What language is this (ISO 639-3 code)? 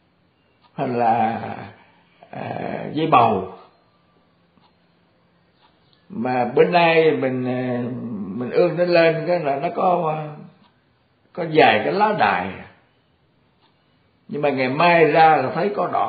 vie